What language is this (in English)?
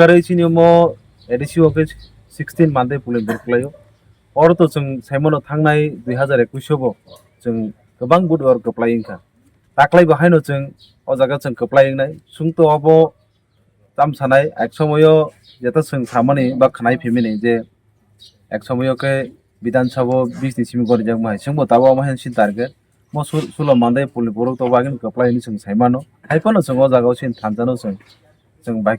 Kok Borok